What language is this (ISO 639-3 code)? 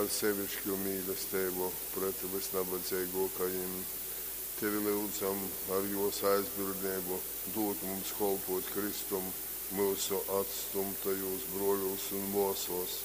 ltg